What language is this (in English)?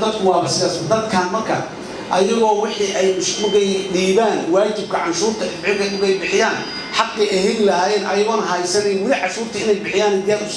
Somali